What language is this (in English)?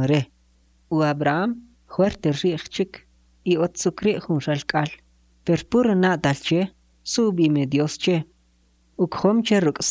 Kʼicheʼ